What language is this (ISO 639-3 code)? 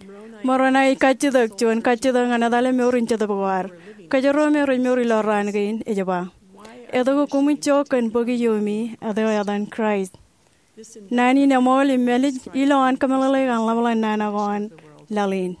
mah